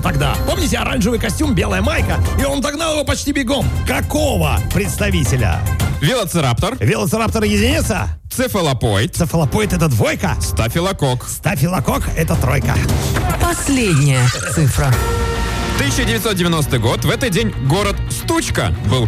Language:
Russian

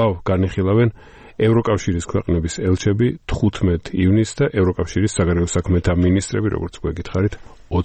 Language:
Georgian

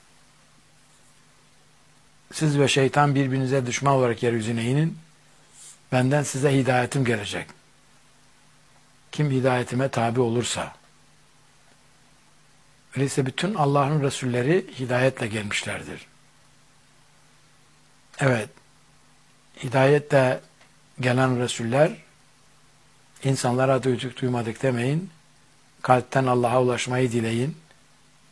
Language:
Turkish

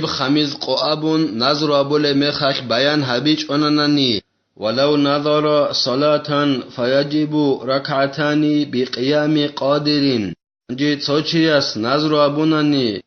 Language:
Avaric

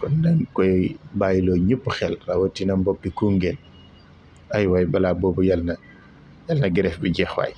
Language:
Wolof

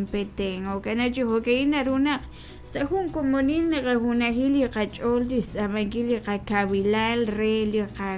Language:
Kekchí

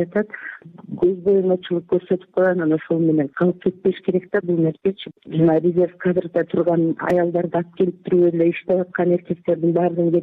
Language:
Kyrgyz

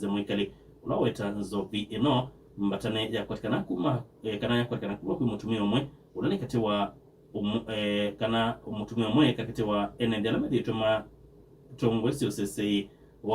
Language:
Kamba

